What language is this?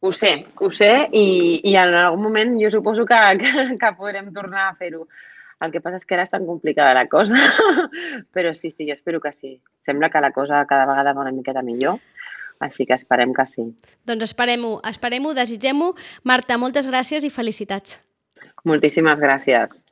Catalan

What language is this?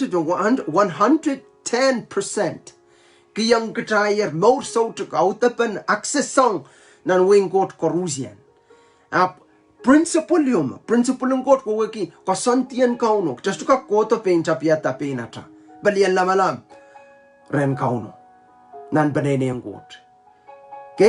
Pohnpeian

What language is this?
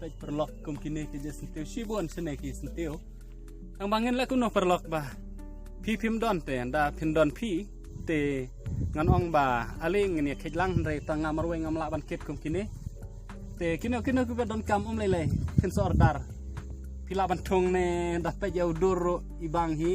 Khasi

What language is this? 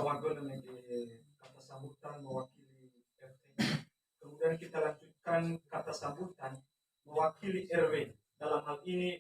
Nias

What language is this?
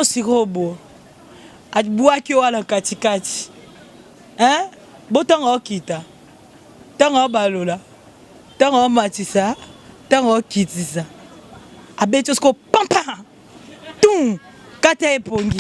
Lingala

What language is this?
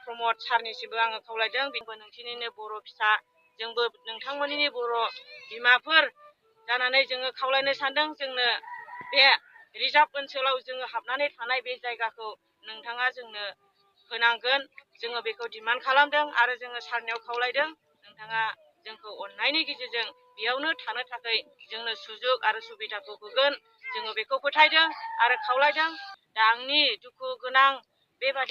Bodo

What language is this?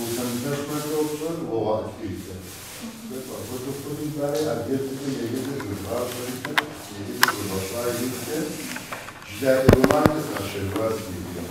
Kabardian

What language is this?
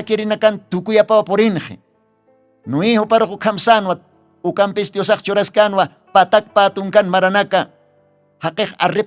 Aymara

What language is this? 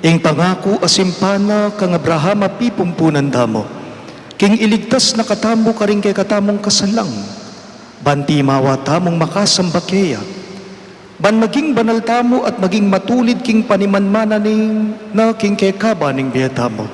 Pampanga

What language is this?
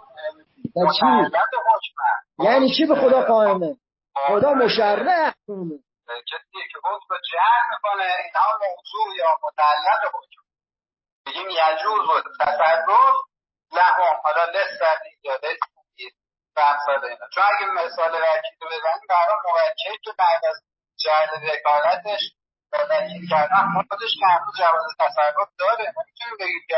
Persian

